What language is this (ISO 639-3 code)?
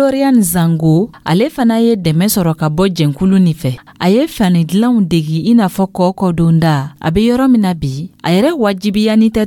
dyu